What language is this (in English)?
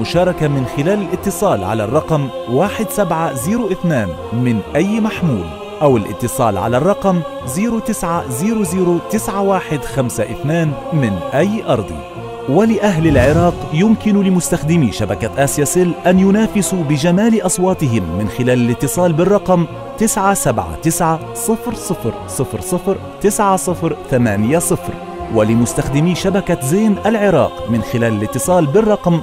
Arabic